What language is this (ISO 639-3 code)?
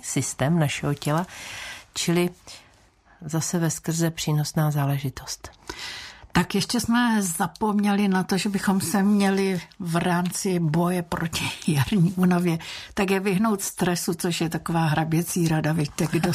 ces